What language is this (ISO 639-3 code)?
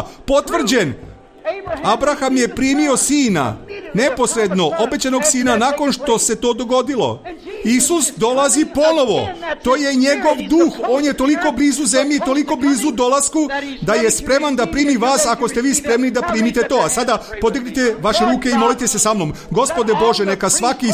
srp